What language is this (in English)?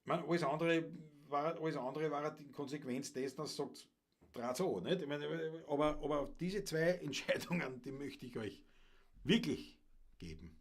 Bavarian